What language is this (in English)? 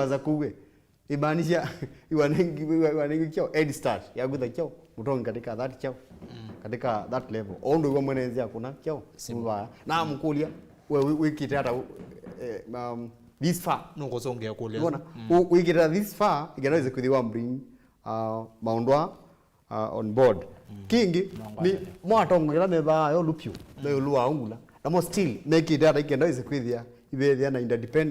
Kamba